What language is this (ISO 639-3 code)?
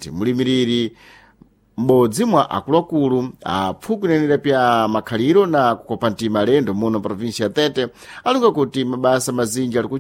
seh